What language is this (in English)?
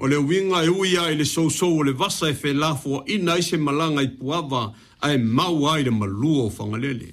Samoan